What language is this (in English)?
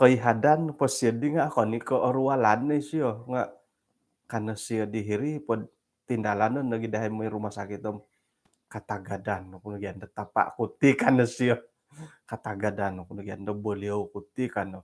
Central Dusun